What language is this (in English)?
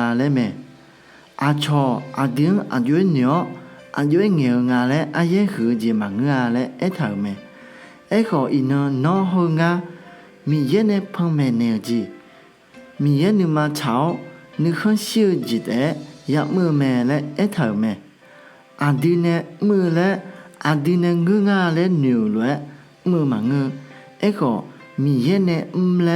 Akha